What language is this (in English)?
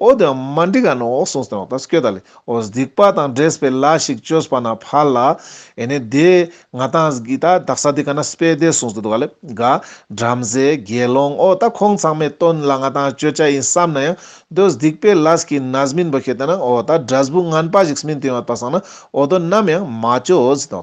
Ladakhi